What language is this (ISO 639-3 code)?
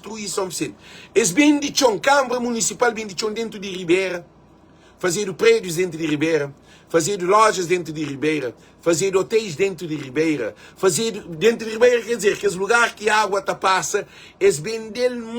kea